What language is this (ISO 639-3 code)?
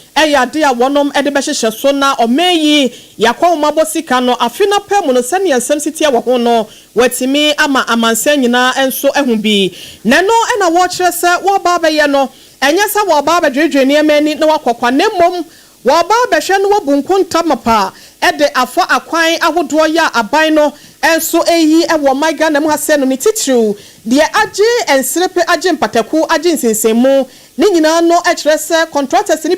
aka